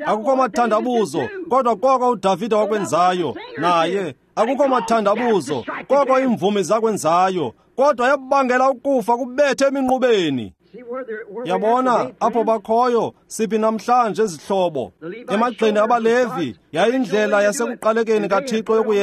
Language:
Xhosa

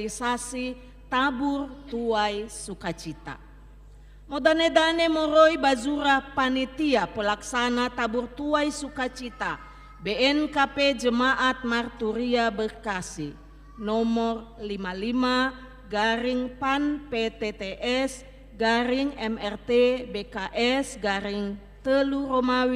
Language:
Nias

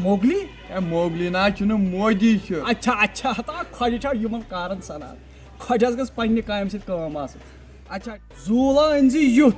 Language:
Kashmiri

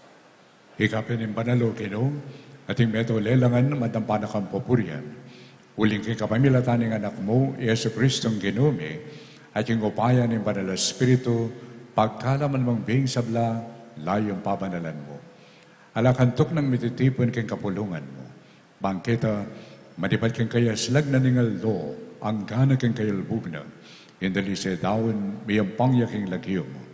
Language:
Pampanga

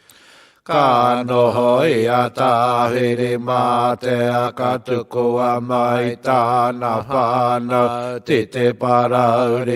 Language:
Māori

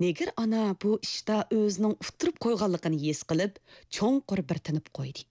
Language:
Uyghur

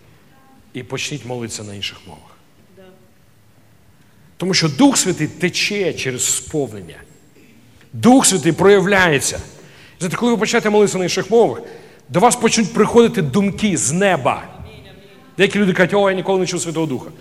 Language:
Ukrainian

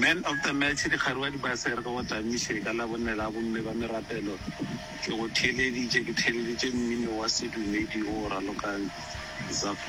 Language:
Northern Sotho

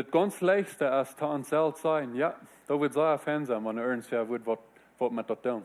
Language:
Plautdietsch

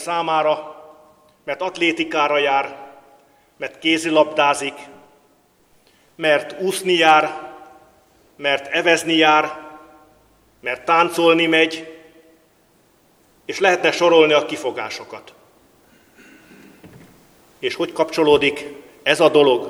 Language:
Hungarian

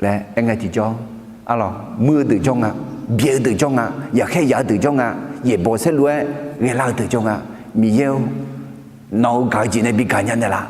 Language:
Akha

